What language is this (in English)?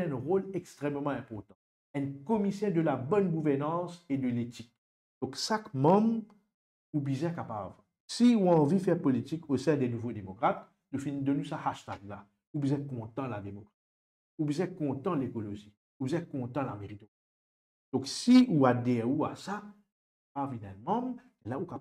Morisyen